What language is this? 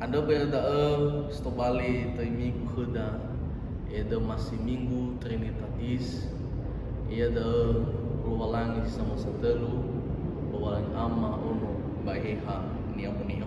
Nias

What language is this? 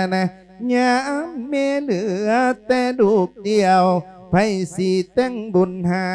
Lao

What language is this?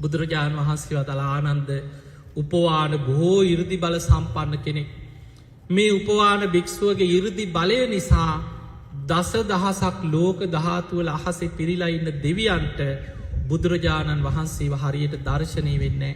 Sinhala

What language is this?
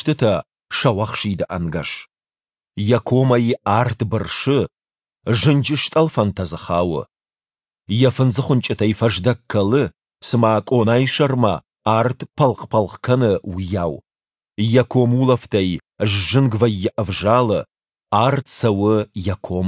Ossetic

